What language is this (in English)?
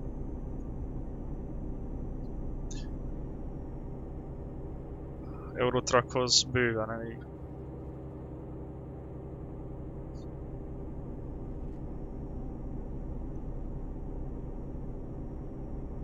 Hungarian